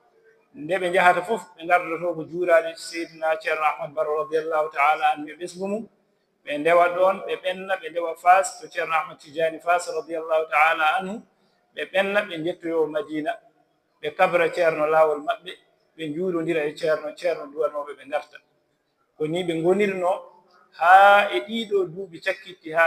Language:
Fula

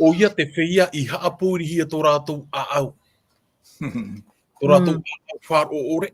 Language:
Tahitian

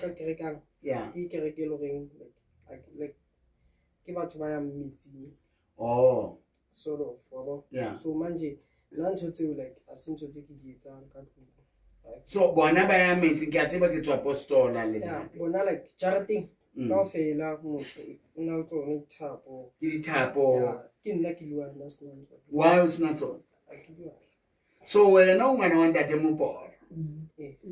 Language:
Southern Sotho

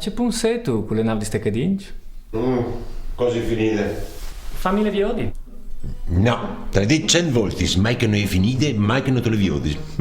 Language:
Friulian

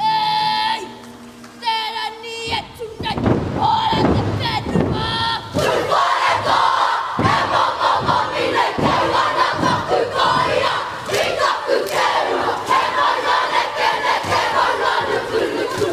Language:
Māori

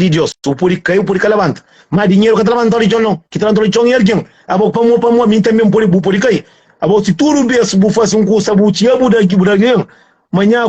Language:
Kabuverdianu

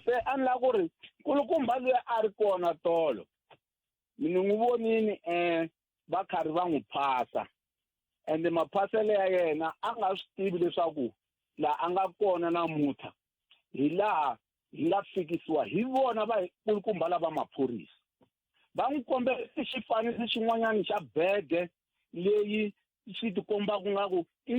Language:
Tsonga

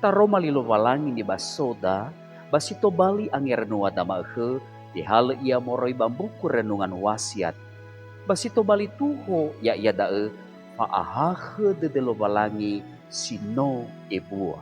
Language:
Nias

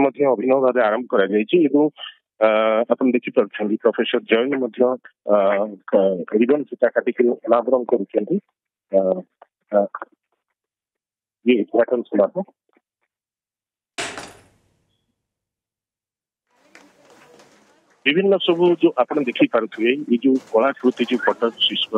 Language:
Odia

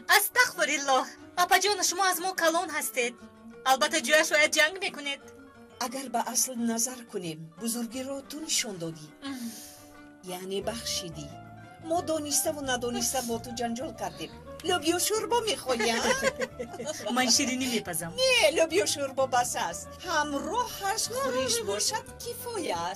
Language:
Tajik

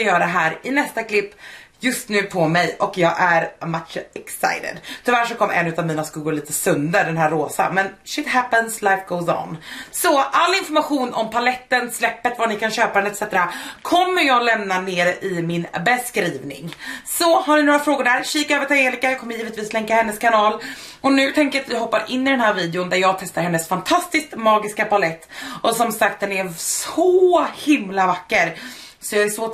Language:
Swedish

